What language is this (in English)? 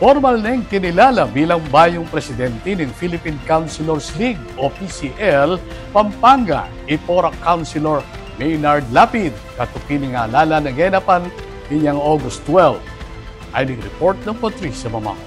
Pampanga